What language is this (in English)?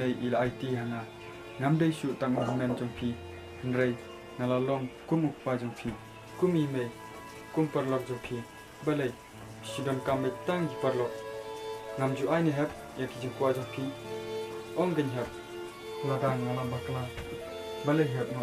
Khasi